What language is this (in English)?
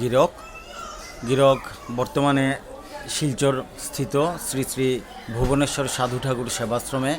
Bishnupriya